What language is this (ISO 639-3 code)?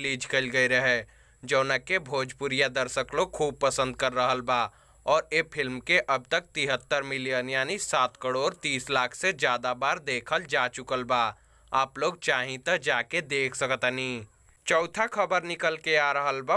bho